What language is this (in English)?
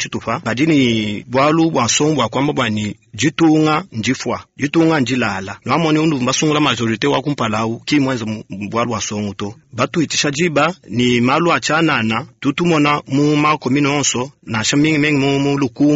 Luba-Lulua